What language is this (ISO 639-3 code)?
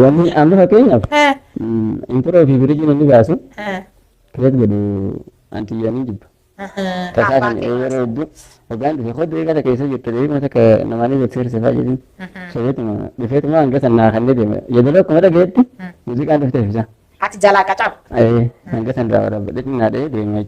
orm